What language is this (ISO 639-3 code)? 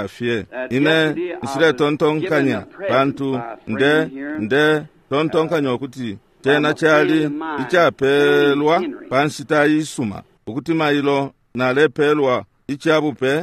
bem